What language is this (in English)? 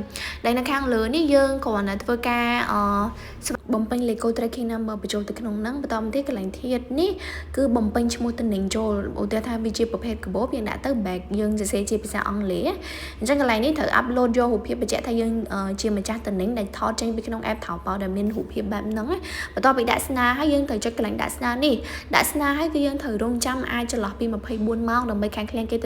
Khmer